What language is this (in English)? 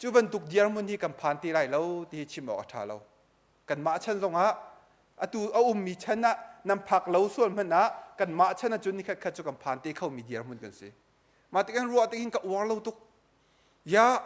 Hakha Chin